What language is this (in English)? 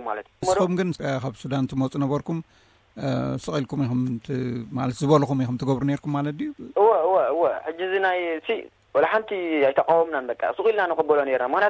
Tigrinya